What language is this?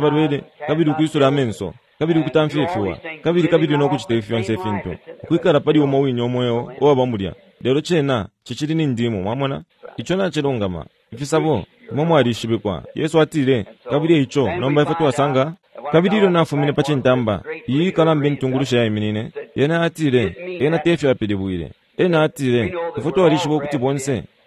Bemba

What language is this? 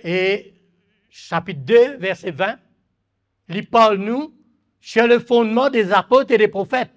Morisyen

